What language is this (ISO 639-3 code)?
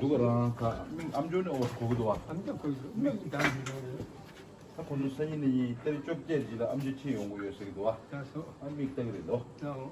bod